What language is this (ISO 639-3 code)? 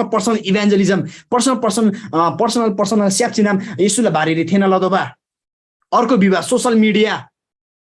taj